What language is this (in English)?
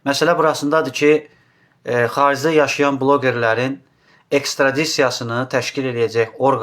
Azerbaijani